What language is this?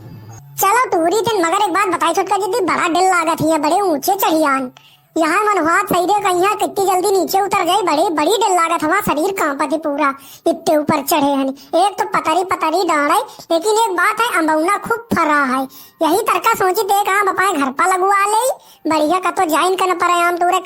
Awadhi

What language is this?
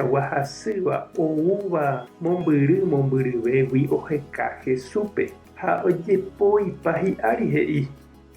Guarani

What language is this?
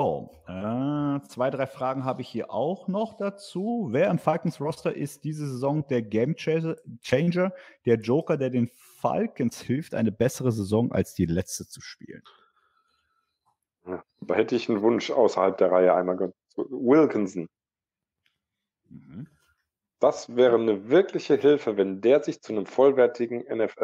German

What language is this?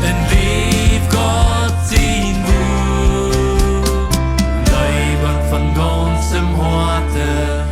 Plautdietsch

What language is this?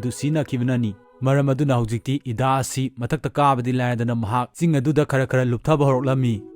Manipuri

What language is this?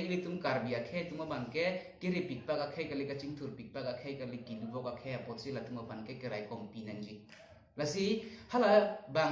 Karbi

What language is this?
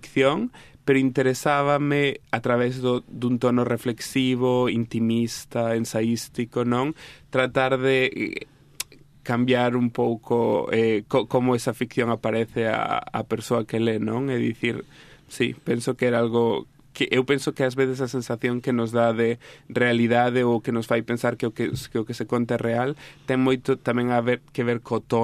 Galician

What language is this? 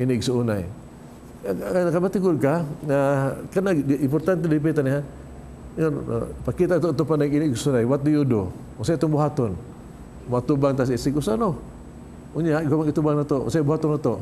Cebuano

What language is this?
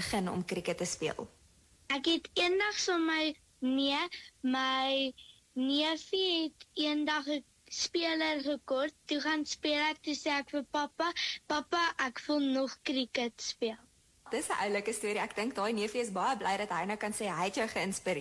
Afrikaans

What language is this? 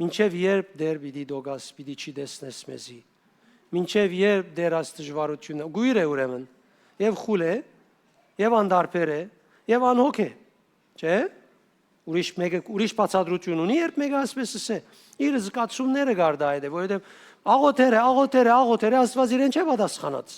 Western Armenian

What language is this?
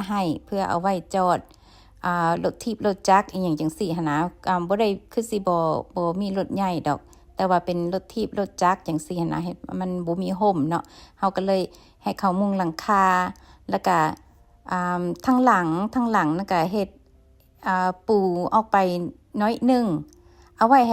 Lao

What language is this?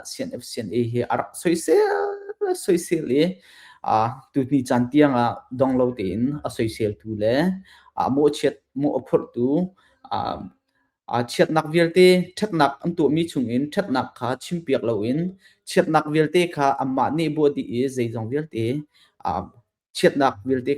Hakha Chin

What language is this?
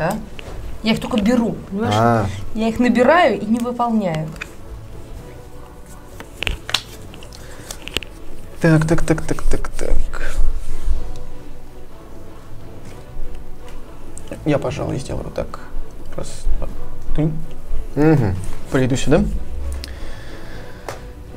Russian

